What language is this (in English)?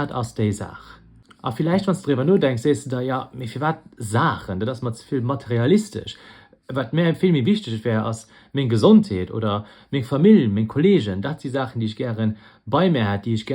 Luxembourgish